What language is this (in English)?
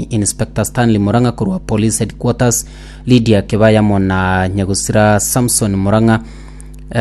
Gusii